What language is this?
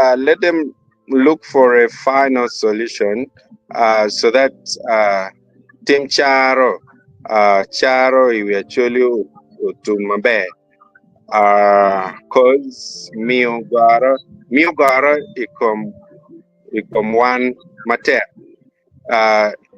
Acoli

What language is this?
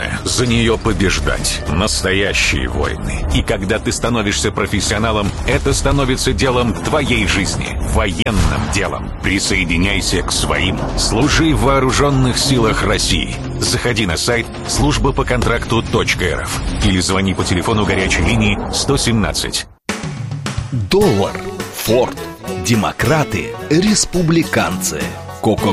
Russian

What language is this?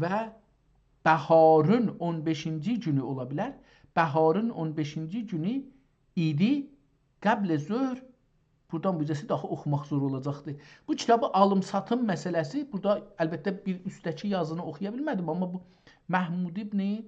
South Azerbaijani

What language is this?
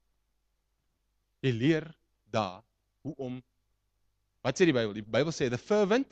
Afrikaans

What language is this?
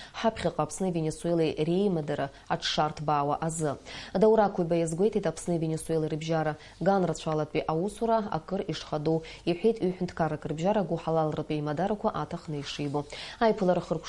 Abkhazian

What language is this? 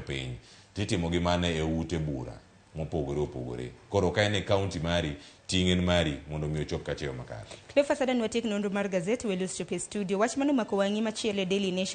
Luo (Kenya and Tanzania)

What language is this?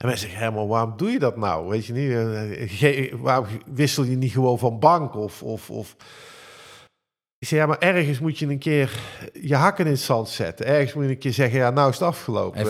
Dutch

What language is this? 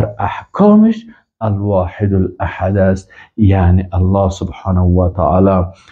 Persian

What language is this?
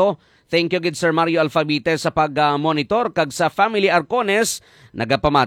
Hiligaynon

